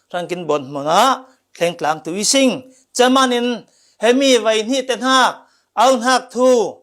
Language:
Falam Chin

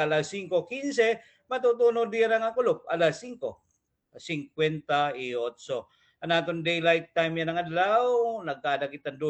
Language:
Waray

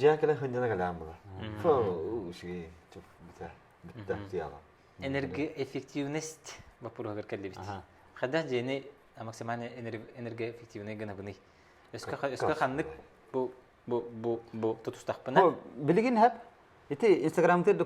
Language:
Yakut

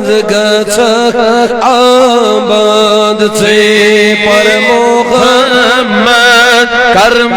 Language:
Kashmiri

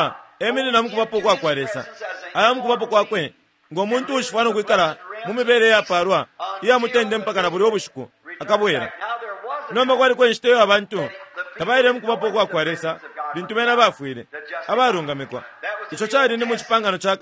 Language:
Bemba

